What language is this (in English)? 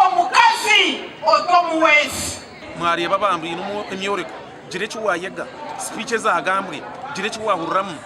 Nyankole